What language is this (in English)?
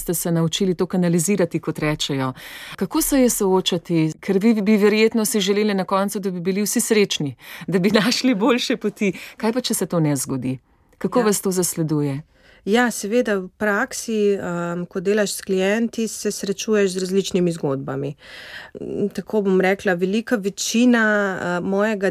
Slovenian